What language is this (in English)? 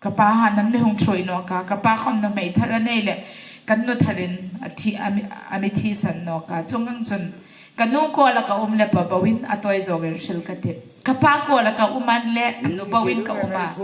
Hmar